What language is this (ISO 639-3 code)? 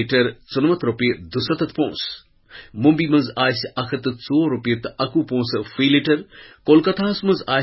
kas